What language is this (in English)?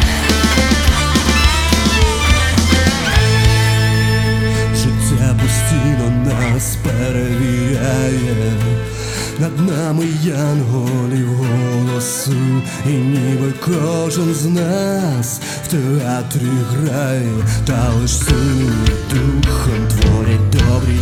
Ukrainian